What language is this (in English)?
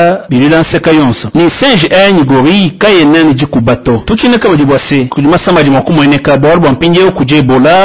Luba-Lulua